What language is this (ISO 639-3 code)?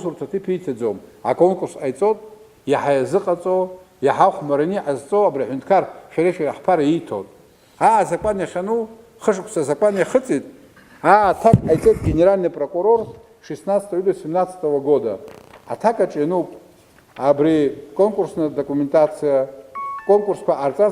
abk